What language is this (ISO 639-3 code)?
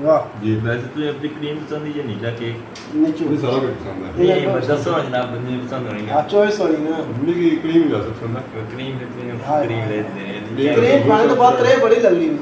phr